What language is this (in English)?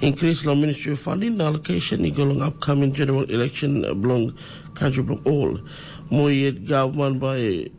Tok Pisin